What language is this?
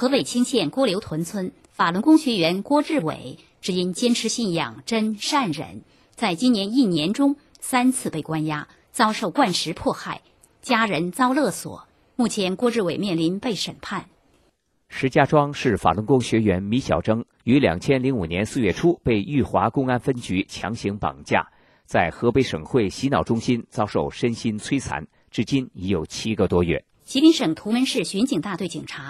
Chinese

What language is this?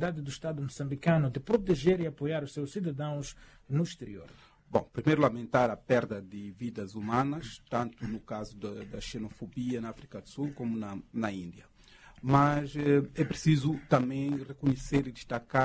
Portuguese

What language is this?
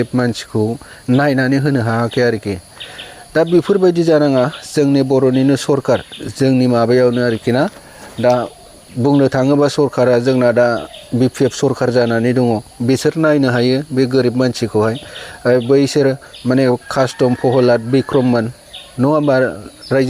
Bodo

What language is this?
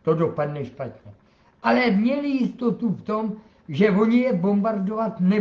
Czech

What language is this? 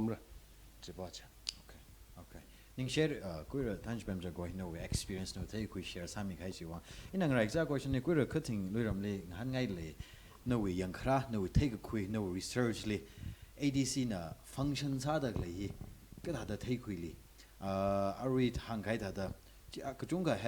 Tangkhul Naga (India)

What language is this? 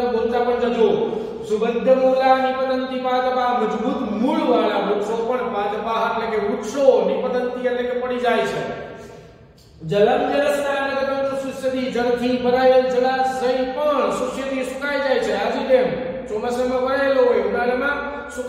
Gujarati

